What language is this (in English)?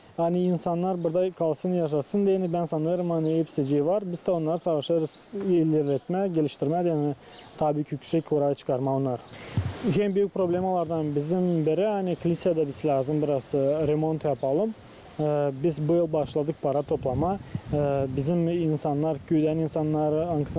Gagauz